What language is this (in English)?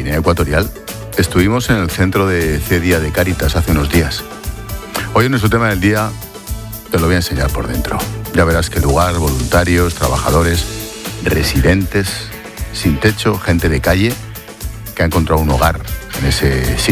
Spanish